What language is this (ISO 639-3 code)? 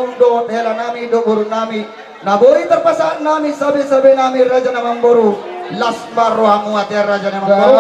bbc